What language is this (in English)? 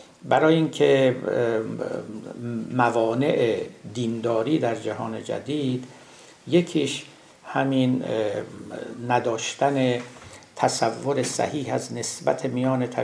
Persian